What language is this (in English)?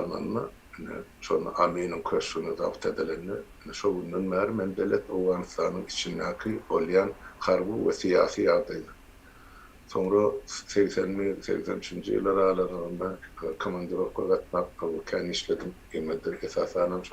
Turkmen